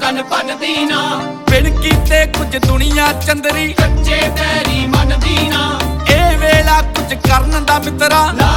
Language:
Punjabi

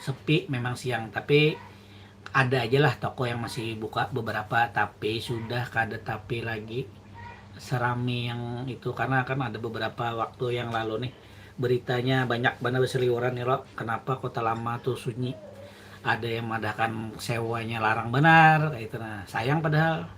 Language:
Banjar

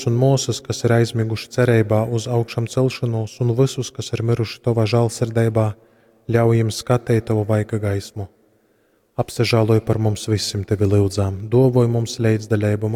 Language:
Latgalian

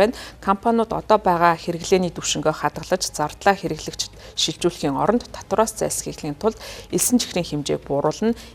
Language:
Mongolian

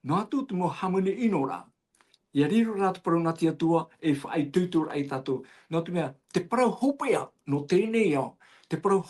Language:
Tahitian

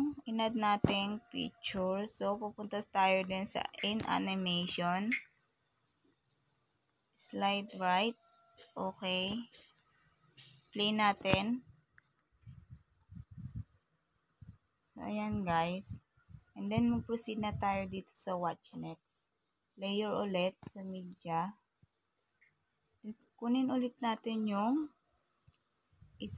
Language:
Filipino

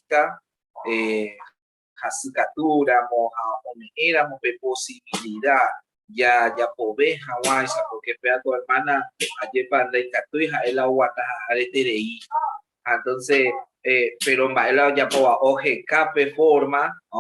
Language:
Guarani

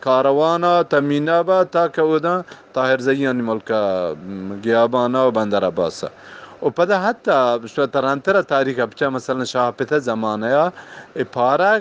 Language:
Eastern Balochi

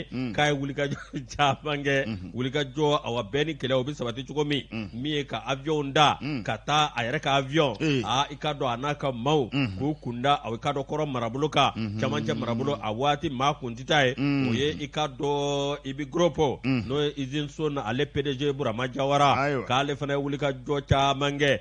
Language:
Bambara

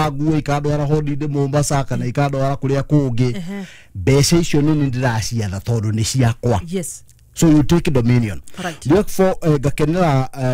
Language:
Kikuyu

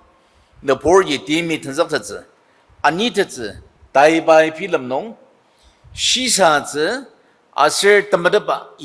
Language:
Ao Naga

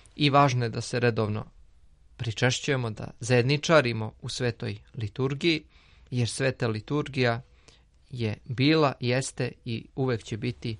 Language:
Serbian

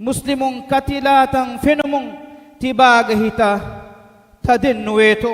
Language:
Divehi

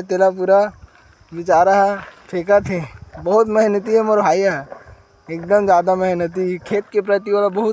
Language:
Chhattisgarhi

